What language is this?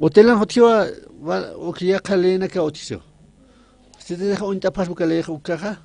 Aymara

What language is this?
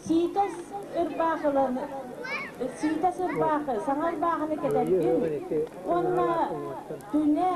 Yakut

